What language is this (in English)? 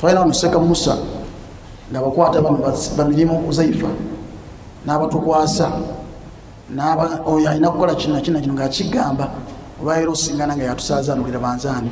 Ganda